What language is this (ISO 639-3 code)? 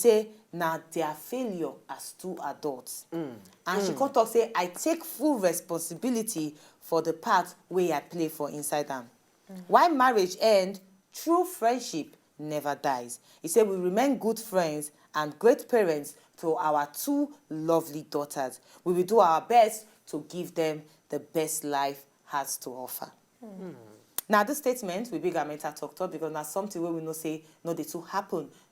pcm